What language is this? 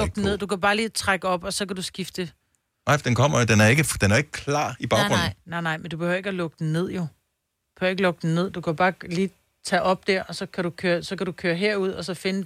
Danish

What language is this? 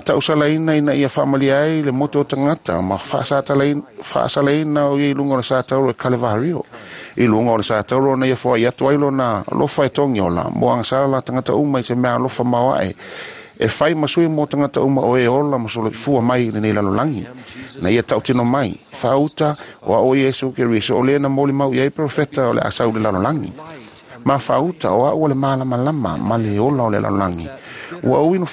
Samoan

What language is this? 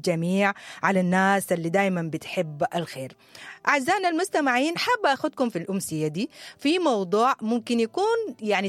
Sudanese Arabic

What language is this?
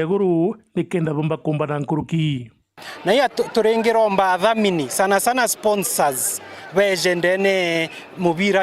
Meru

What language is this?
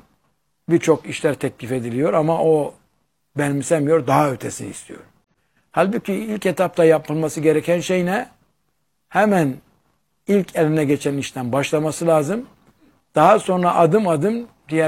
Turkish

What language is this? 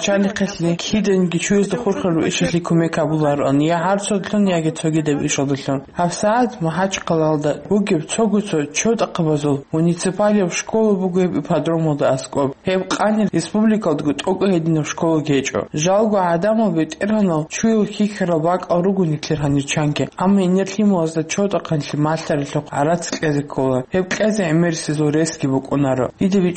Avaric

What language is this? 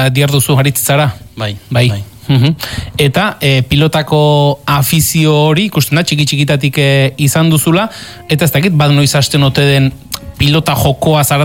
Basque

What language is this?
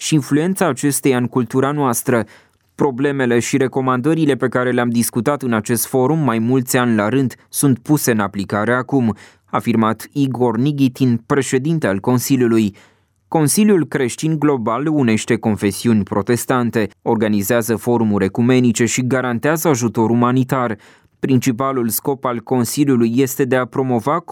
Romanian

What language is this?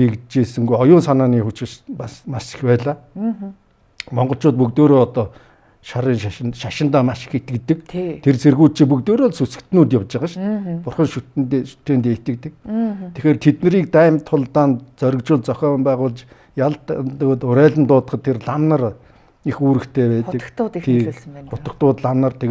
Mongolian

